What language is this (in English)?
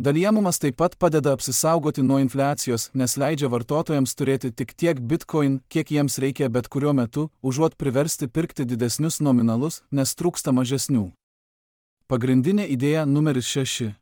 Lithuanian